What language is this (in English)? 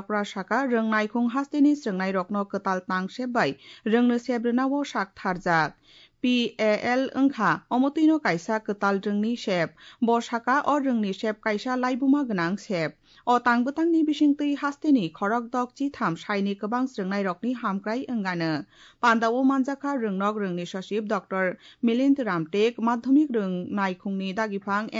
Kok Borok